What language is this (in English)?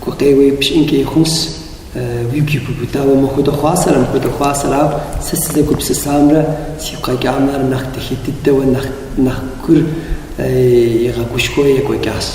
Kabardian